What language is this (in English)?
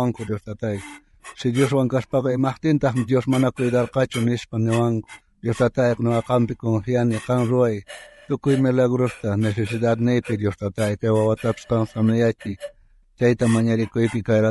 South Bolivian Quechua